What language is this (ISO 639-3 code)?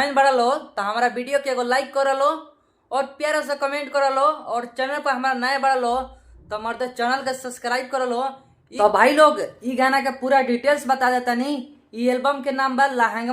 bho